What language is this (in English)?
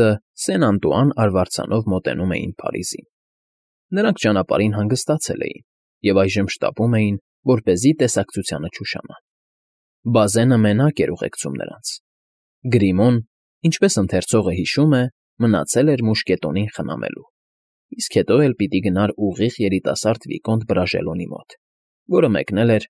Armenian